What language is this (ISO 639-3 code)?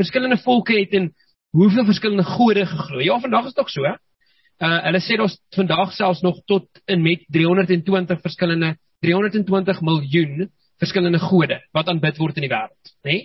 afr